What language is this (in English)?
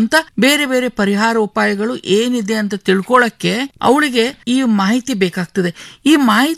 Kannada